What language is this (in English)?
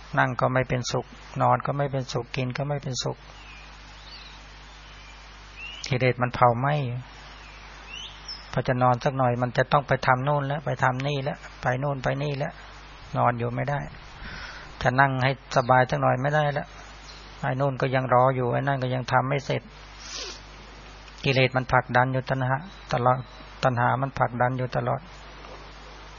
Thai